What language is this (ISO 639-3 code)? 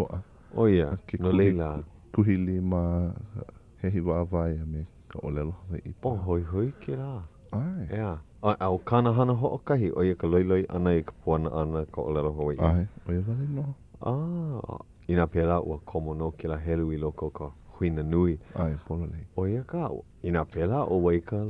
haw